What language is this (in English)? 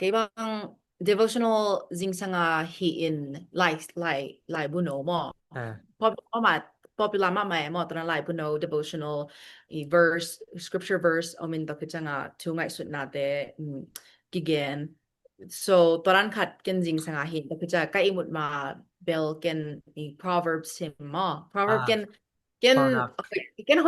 Tedim Chin